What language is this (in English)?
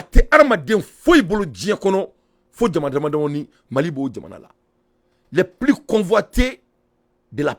Bambara